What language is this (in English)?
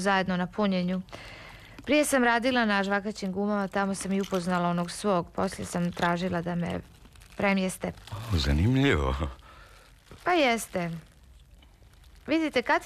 Serbian